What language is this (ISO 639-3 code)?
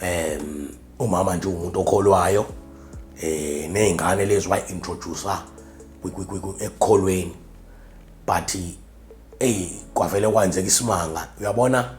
zul